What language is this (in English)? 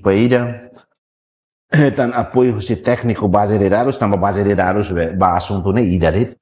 Tetum